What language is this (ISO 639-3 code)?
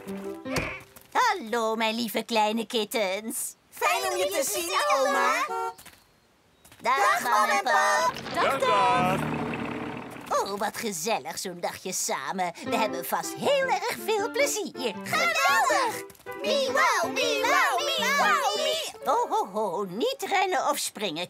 nld